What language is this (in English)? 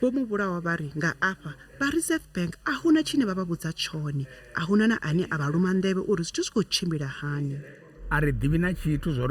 Venda